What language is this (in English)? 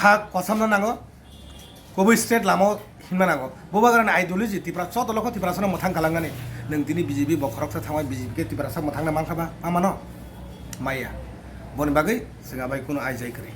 Kok Borok